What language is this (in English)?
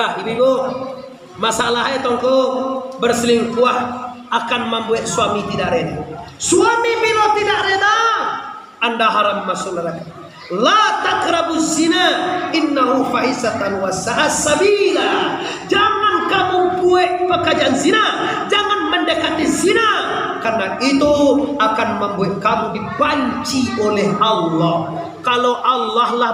Minangkabau